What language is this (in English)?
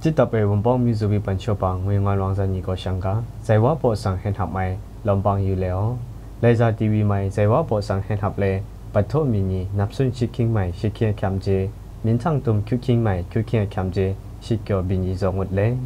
Zaiwa